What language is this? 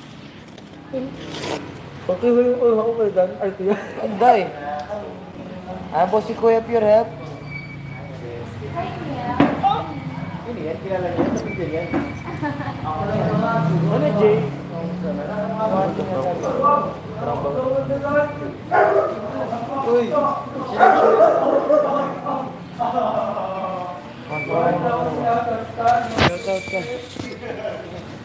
Filipino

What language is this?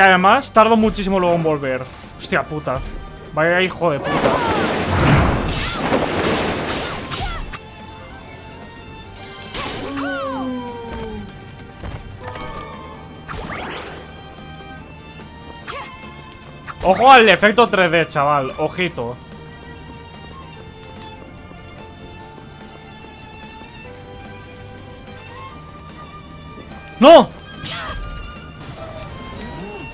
Spanish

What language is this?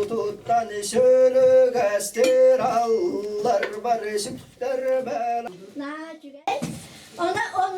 Yakut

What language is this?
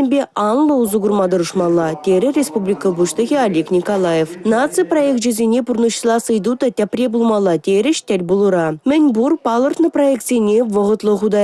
Chuvash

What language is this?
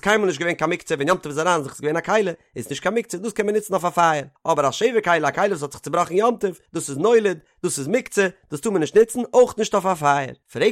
Yiddish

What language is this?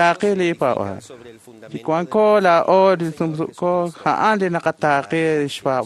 Kekchí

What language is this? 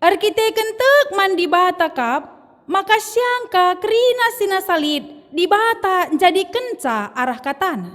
Batak Karo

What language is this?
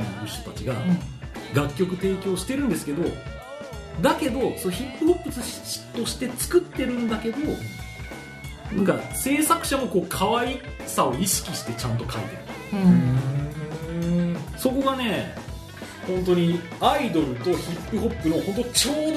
Japanese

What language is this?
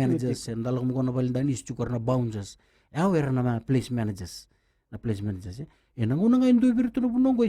Fijian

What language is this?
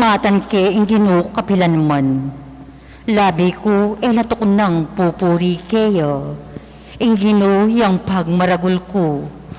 Pampanga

